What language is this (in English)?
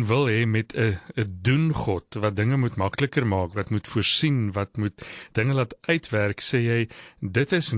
Afrikaans